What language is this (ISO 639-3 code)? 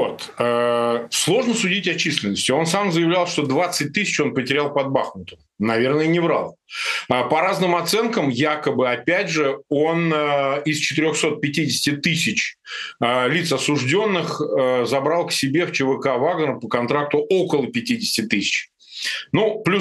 rus